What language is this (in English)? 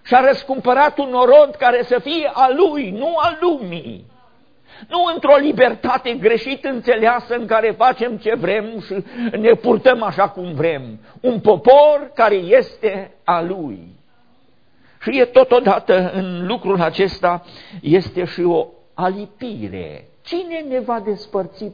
Romanian